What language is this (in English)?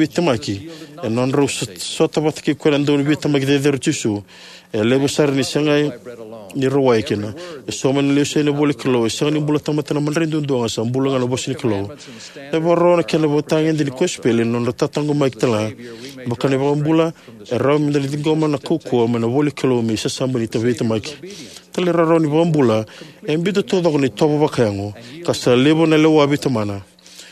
Fijian